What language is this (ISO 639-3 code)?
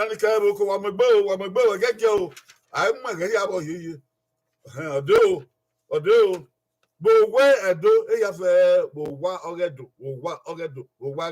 bin